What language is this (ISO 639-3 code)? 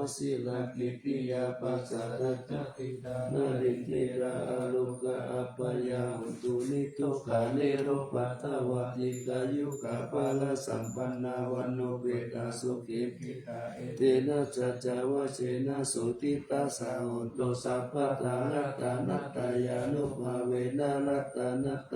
pli